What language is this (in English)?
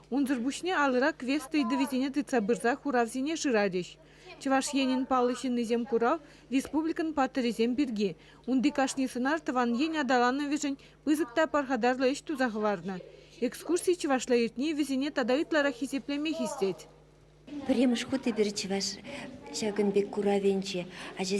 Chuvash